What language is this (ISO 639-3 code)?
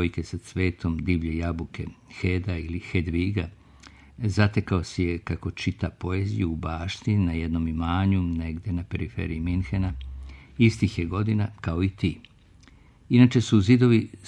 srp